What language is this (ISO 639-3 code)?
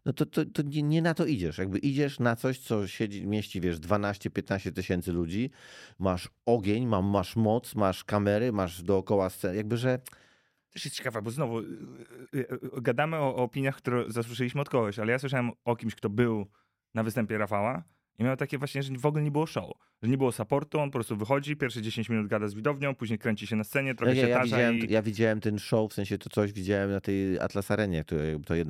pol